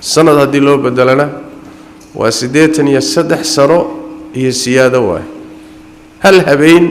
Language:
Somali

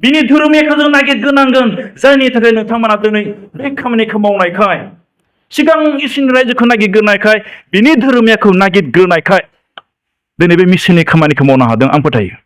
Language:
Bodo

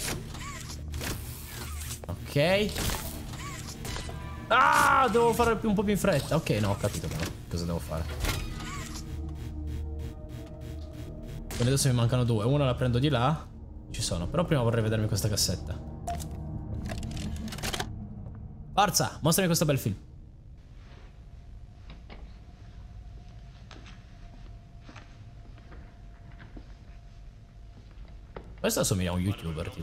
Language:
Italian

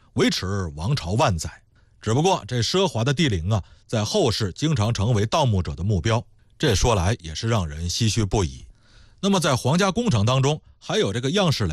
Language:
Chinese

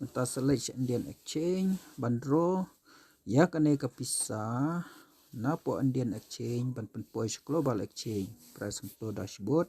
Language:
Khasi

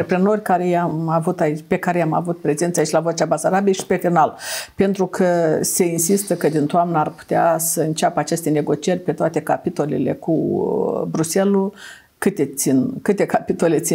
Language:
Romanian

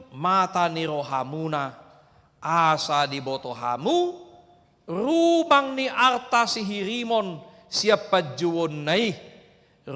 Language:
Batak Toba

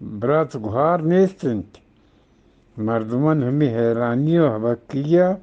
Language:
Eastern Balochi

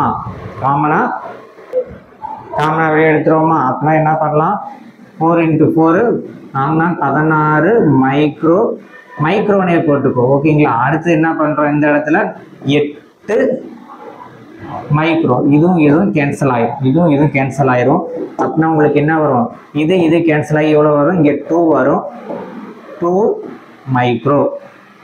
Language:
Tamil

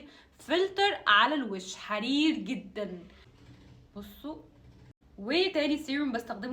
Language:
Egyptian Arabic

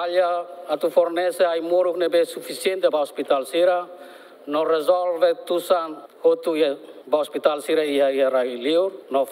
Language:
Tetum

